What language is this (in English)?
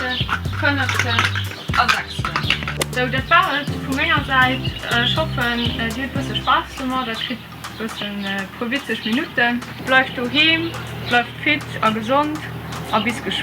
Luxembourgish